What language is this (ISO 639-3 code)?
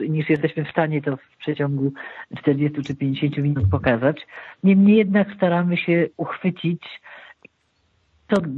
pol